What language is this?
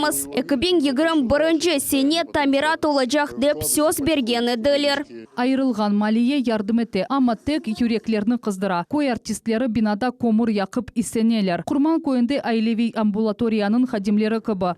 Crimean Tatar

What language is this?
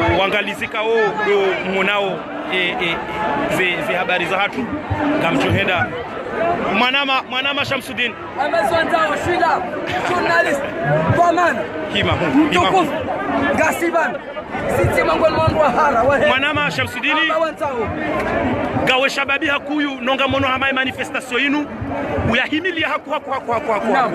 Ngazidja Comorian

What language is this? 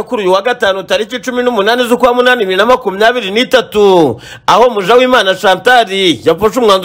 Kinyarwanda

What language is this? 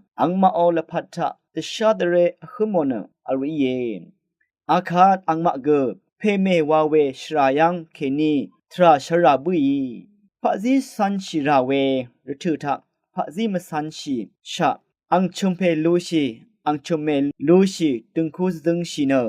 Rawang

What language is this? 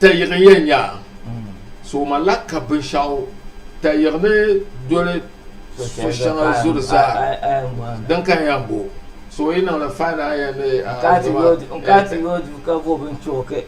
Dagbani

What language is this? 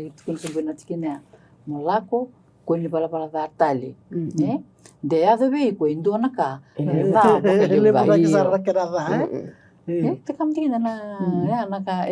Fijian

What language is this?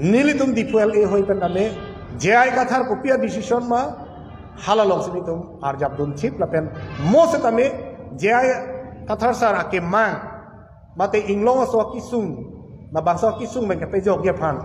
Karbi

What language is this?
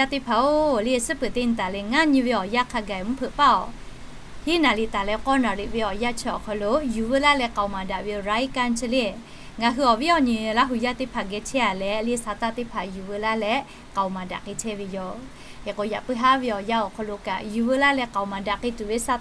Lahu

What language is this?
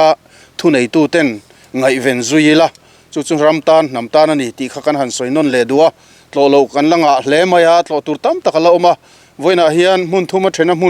Mizo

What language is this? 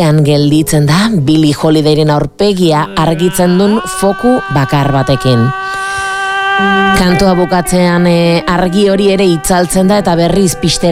Basque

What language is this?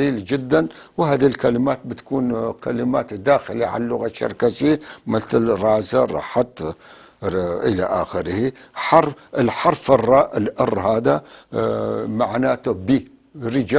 North Levantine Arabic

